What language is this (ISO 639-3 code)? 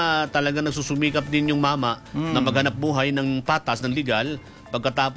fil